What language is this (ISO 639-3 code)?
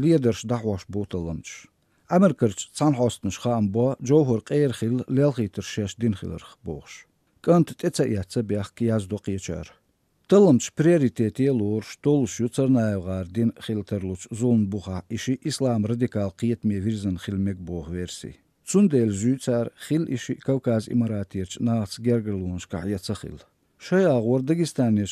che